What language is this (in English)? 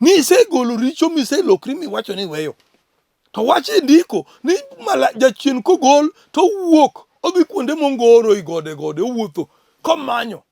Luo (Kenya and Tanzania)